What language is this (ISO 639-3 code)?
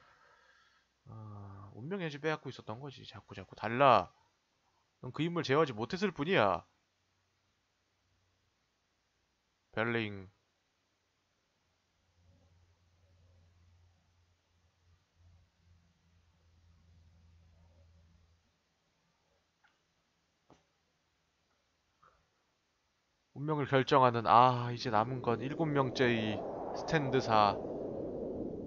kor